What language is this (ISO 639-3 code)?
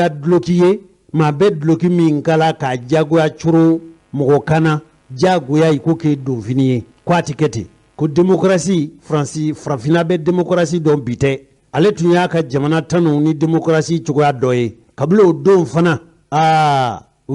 bam